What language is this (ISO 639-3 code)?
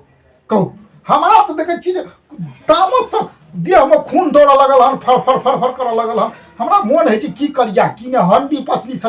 mai